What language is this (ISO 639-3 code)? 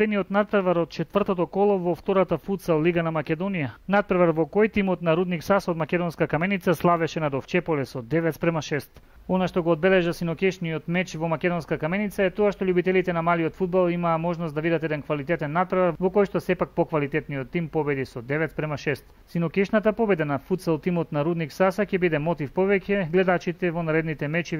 mkd